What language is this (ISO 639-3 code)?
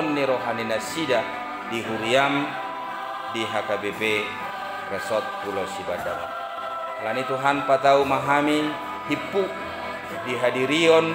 bbc